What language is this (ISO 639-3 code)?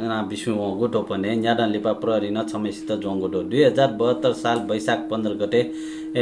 new